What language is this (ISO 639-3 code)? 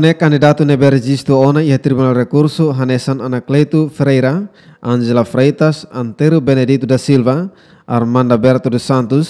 tet